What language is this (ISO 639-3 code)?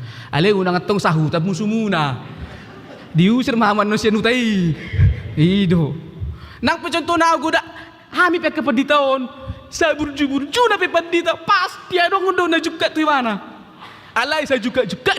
bbc